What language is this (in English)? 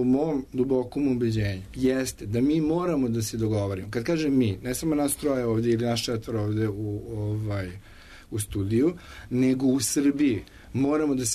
Serbian